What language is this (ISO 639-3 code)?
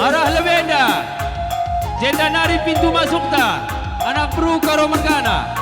btx